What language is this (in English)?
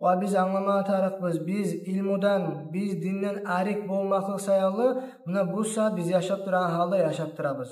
Kumyk